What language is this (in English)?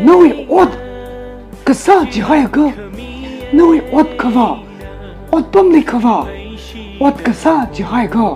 Tangkhul Naga (India)